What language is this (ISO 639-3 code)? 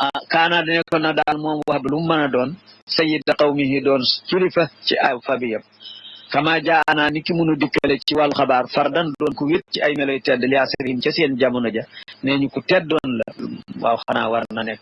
wol